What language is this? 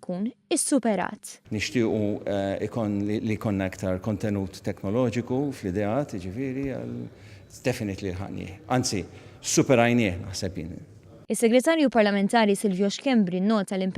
Maltese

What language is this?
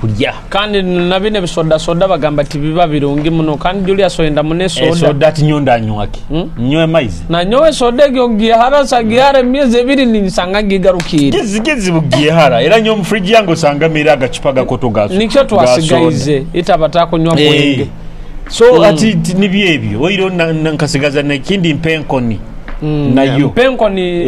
Nyoro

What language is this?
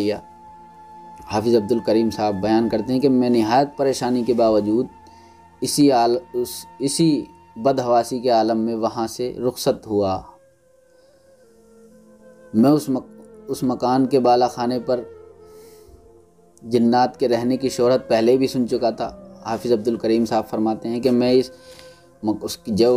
Urdu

